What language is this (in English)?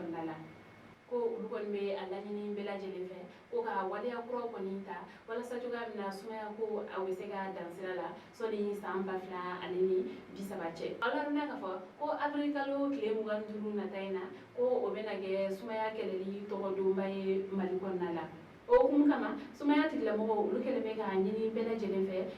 Bambara